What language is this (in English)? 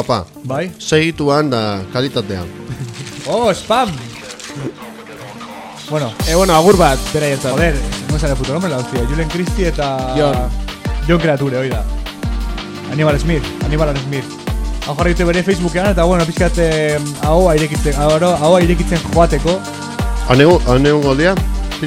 Basque